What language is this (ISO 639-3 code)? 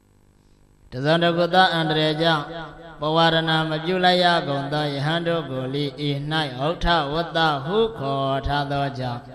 mya